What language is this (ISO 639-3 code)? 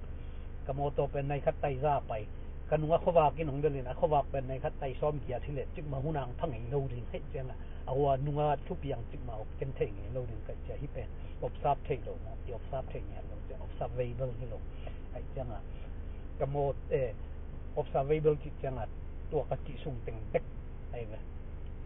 ctd